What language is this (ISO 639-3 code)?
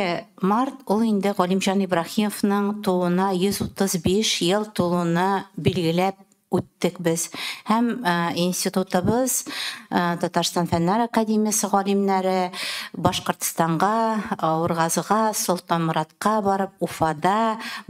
tat